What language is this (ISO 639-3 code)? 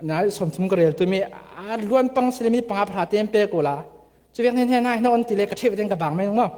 cfm